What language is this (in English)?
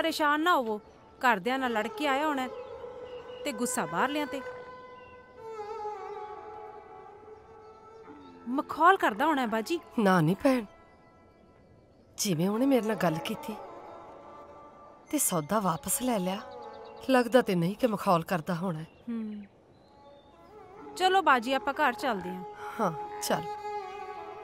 Punjabi